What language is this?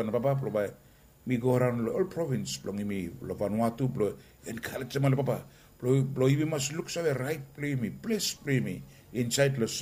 Bislama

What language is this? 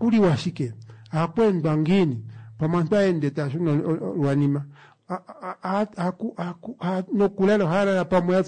Kuanyama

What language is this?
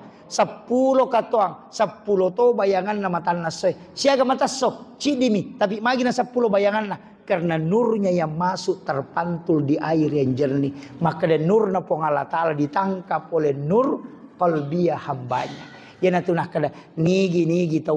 Buginese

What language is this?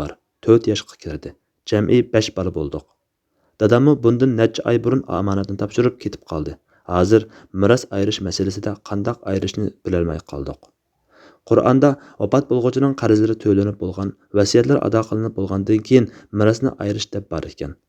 Uyghur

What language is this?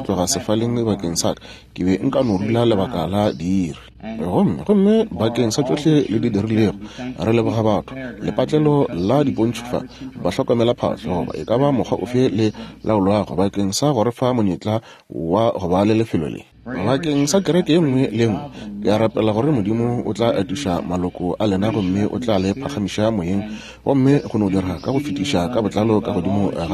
Northern Sotho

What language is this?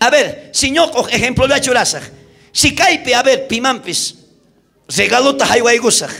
South Bolivian Quechua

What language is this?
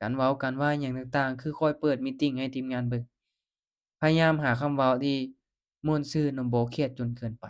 Lao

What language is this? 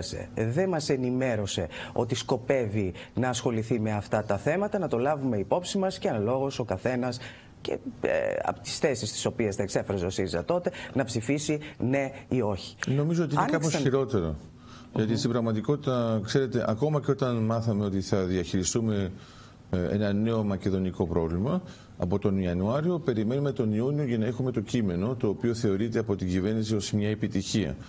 Greek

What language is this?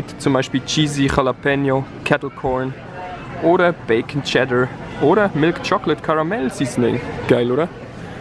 Swiss German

